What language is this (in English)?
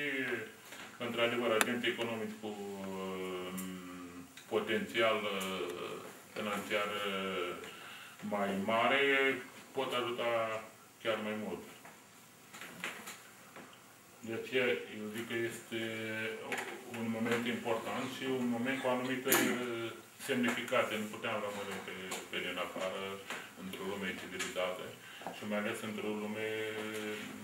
Romanian